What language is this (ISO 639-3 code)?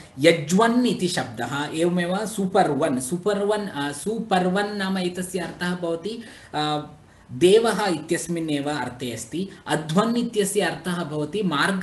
san